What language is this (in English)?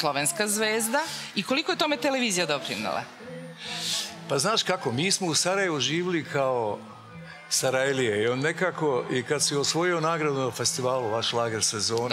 Serbian